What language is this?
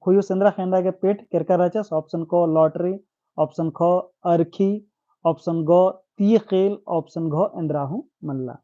Kurukh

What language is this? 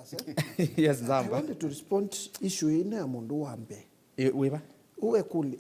Kamba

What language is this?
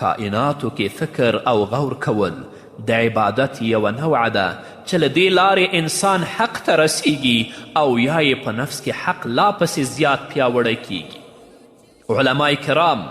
Pashto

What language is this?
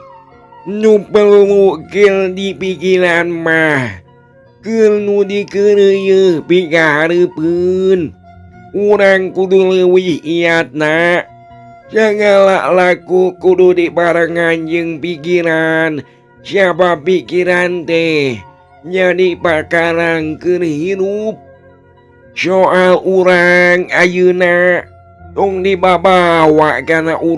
Sundanese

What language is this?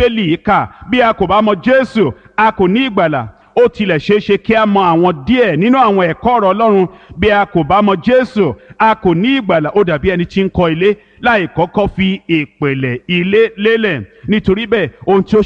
Yoruba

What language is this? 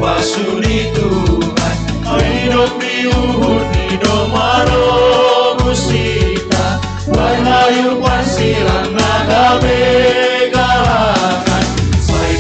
Batak Simalungun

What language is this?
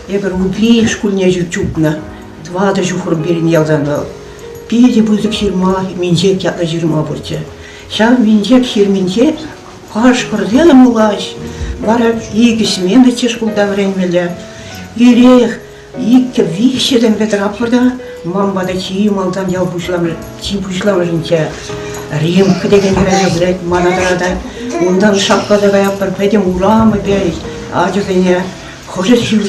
Chuvash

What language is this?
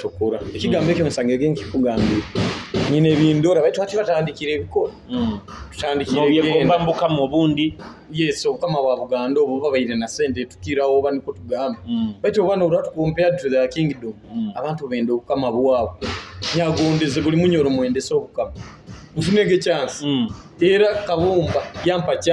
Nyoro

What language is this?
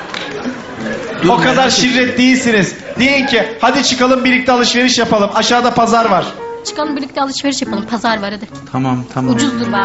Turkish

